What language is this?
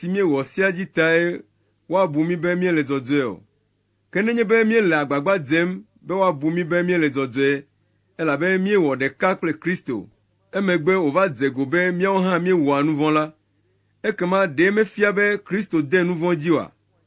Ewe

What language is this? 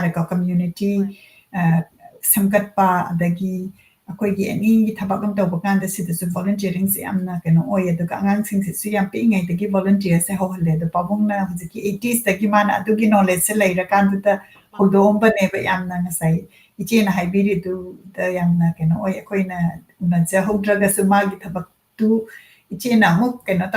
Manipuri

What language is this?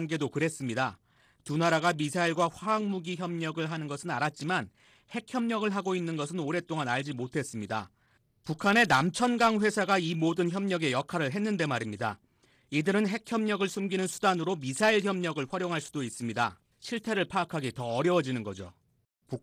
Korean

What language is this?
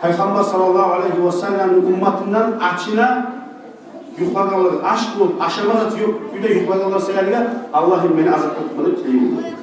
Kumyk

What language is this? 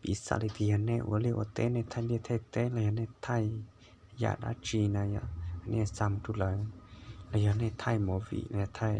Hmong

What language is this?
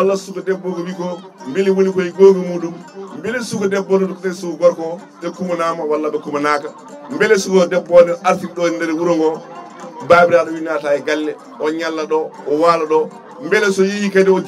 Fula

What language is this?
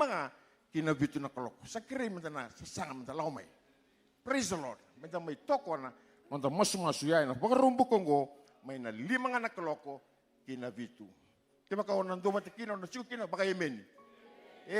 Fijian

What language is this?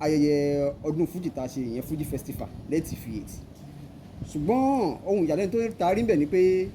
Yoruba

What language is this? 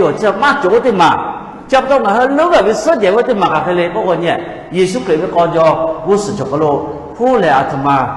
Lahu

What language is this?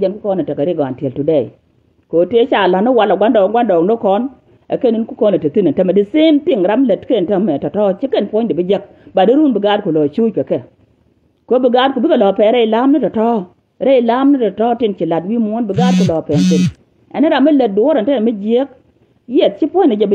Nuer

